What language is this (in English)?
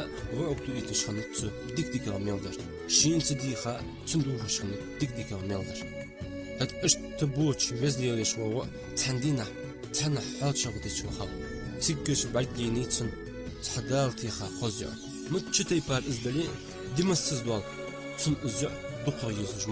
Ingush